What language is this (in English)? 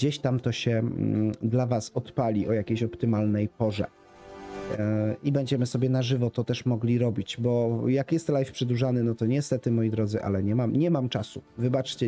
Polish